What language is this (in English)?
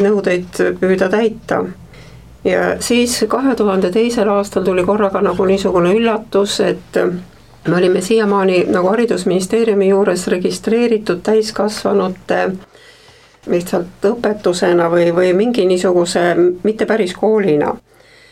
Estonian